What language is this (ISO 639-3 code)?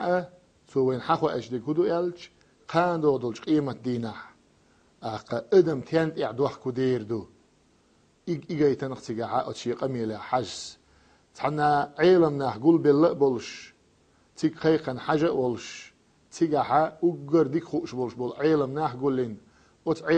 che